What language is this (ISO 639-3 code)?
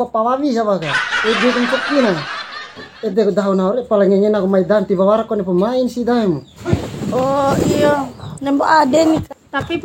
bhp